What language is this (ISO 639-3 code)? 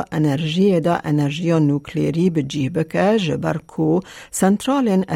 kur